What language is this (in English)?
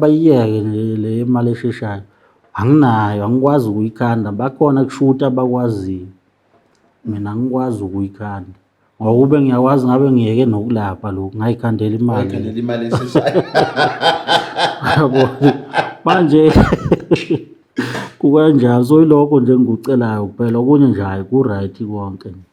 Zulu